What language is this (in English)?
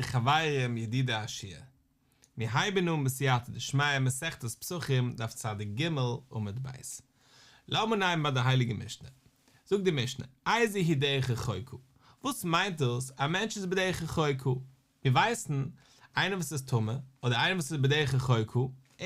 Yiddish